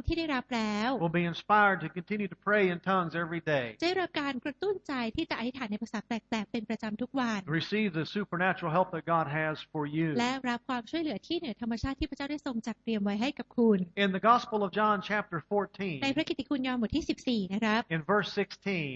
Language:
Thai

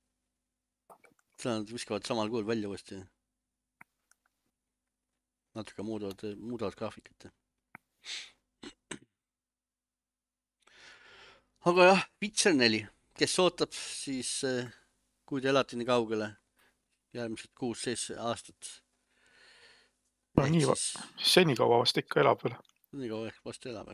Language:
Estonian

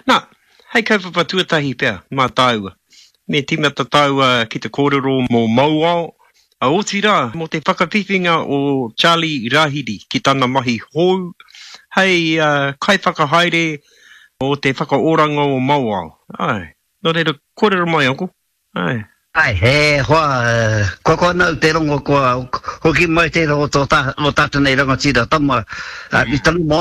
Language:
Māori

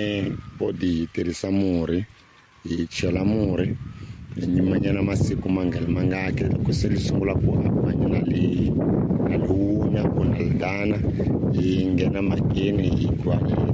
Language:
Tsonga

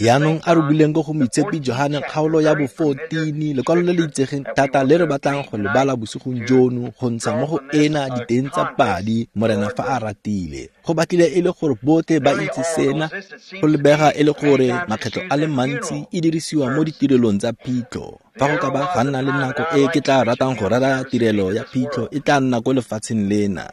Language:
Tswana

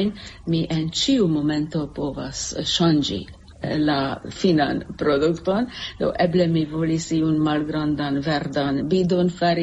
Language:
Esperanto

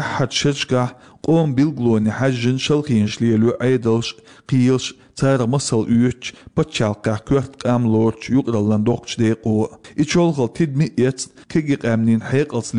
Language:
Chechen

